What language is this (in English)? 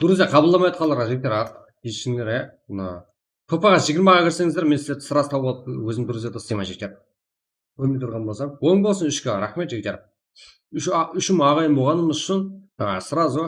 Kara-Kalpak